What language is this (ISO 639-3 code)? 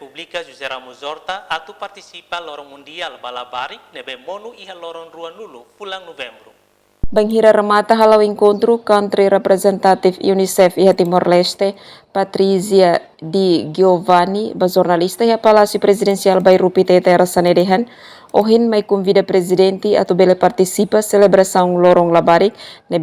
tet